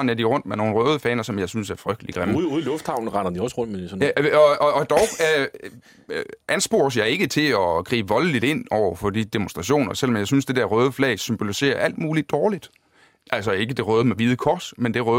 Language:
Danish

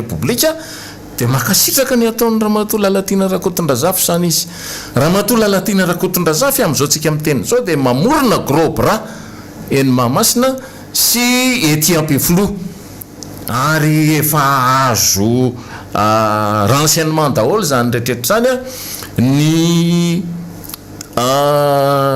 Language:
Malagasy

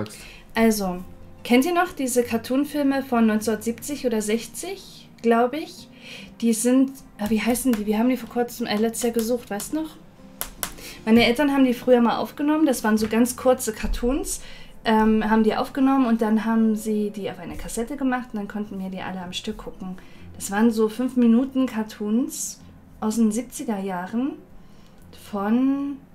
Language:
German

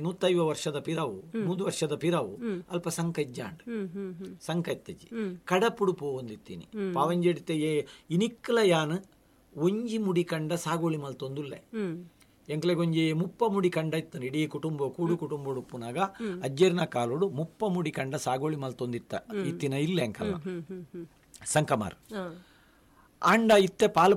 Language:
Tulu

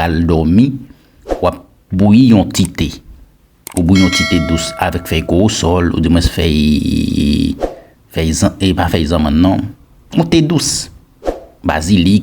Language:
Haitian Creole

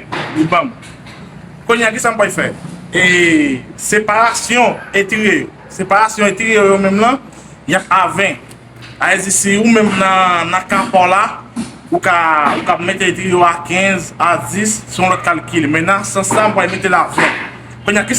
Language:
Haitian Creole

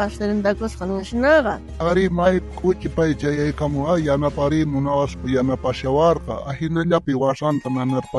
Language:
South Bolivian Quechua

